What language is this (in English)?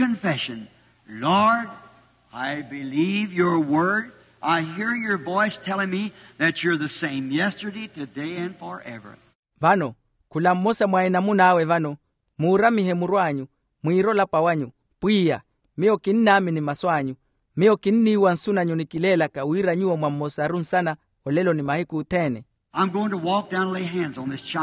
Makhuwa